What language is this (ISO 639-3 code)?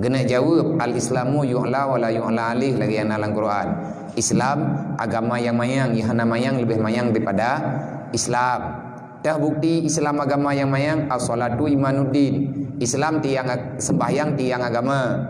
ace